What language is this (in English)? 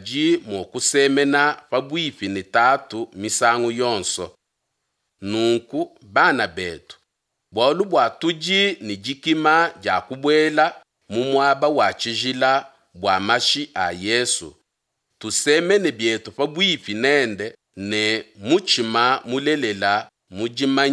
Luba-Lulua